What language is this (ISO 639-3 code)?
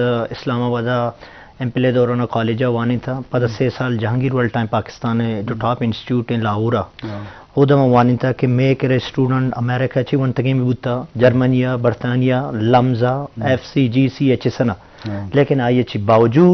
bgp